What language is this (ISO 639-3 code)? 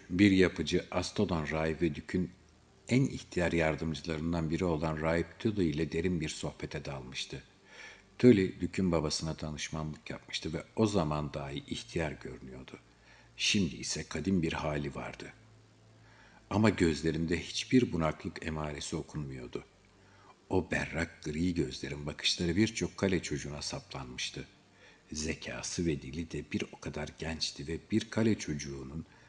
tur